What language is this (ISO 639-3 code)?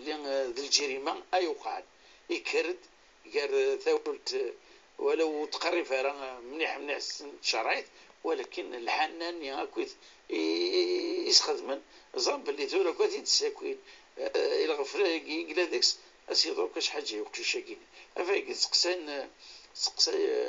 kab